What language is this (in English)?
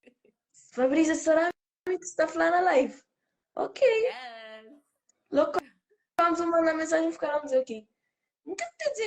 Kabuverdianu